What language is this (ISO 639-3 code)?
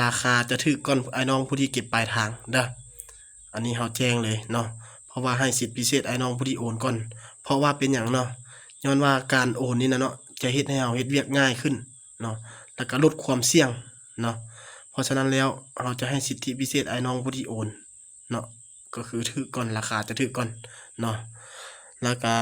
lao